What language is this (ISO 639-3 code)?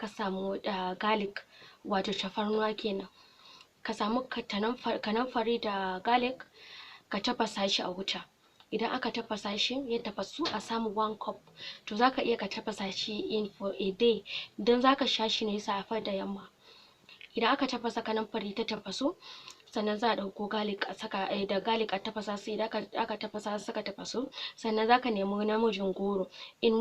hau